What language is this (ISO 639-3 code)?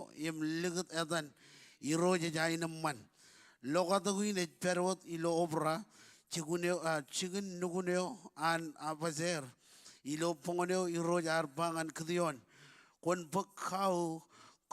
mah